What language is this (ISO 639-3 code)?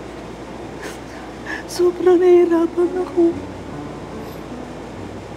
fil